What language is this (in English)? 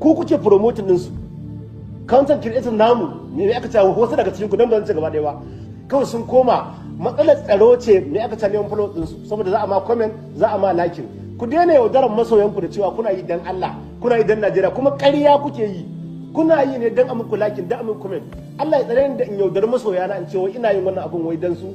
Hausa